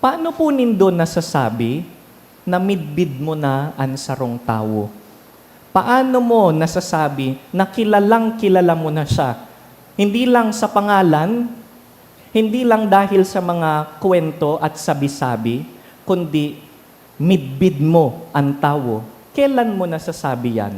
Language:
Bikol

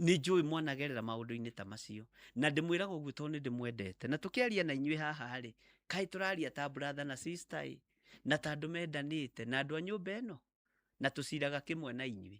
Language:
Kikuyu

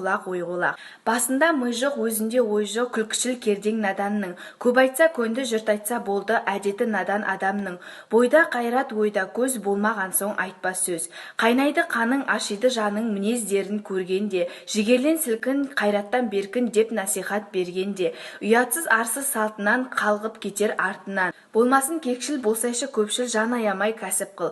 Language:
Kazakh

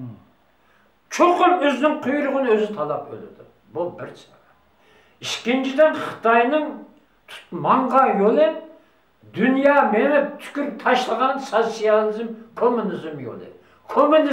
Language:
Uyghur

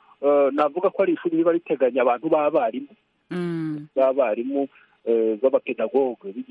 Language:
Kinyarwanda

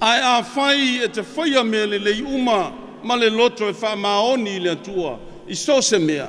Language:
Samoan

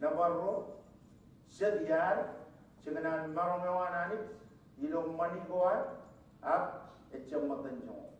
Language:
Marshallese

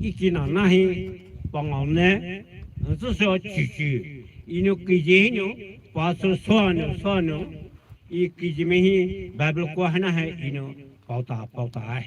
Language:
Poumei Naga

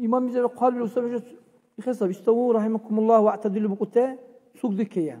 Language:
Dargwa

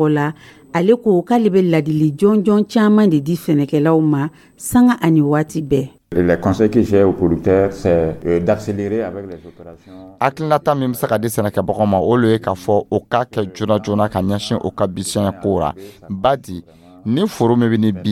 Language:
Dyula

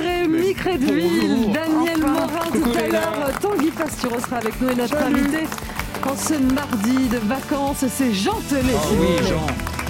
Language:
French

